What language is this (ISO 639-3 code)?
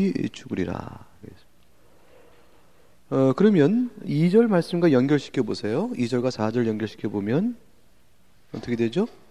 kor